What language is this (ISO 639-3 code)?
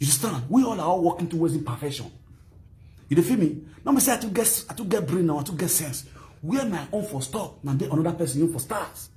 pcm